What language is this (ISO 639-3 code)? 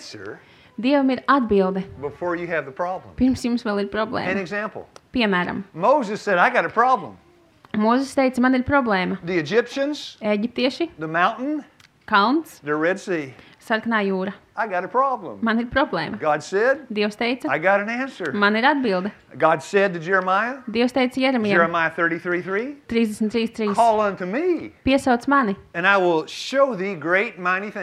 lav